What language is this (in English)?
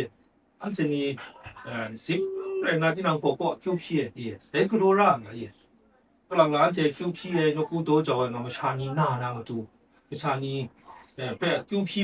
Kachin